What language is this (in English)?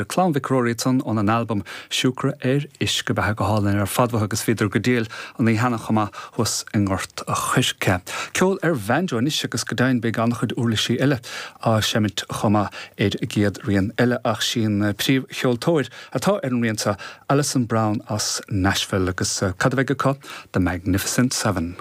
Irish